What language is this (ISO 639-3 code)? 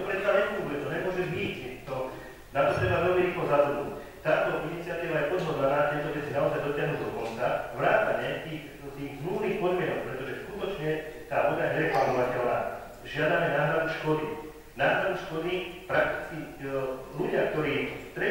slk